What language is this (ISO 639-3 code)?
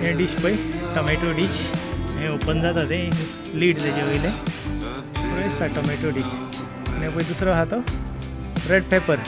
kok